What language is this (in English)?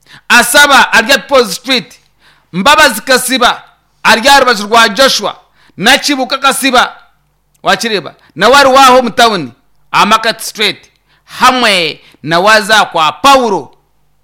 Nyankole